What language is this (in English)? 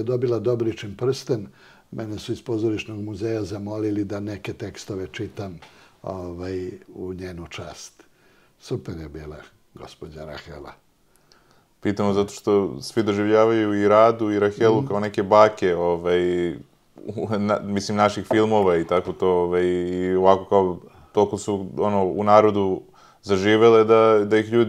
Serbian